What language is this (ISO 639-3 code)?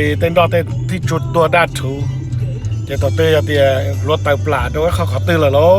hmn